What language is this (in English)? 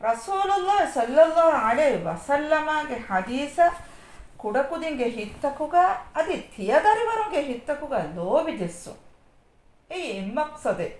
Divehi